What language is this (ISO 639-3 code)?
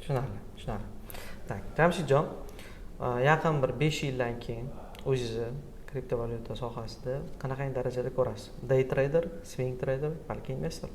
uzb